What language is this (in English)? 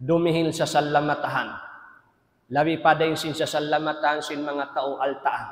Tausug